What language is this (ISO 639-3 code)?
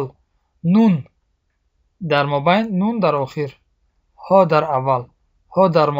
tgk